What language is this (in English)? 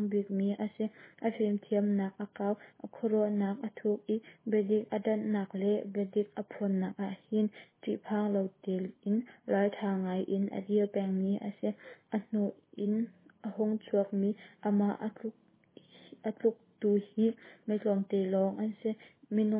Hakha Chin